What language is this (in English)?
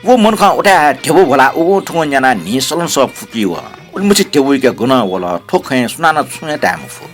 Newari